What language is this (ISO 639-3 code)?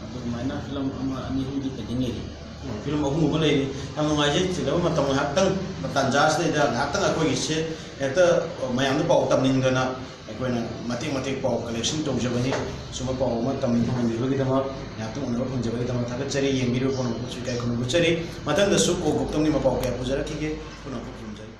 mni